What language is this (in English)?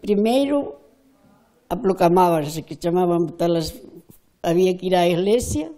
Galician